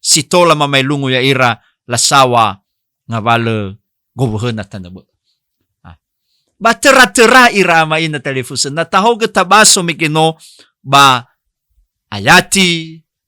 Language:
Nias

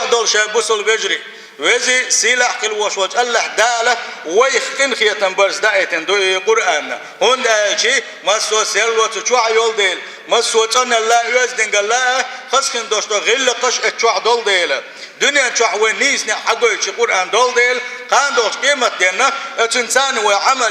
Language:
Chechen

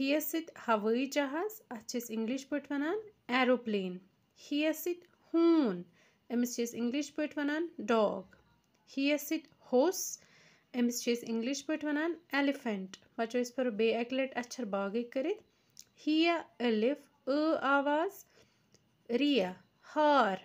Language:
Kashmiri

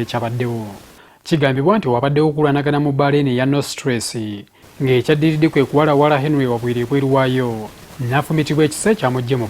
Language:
Ganda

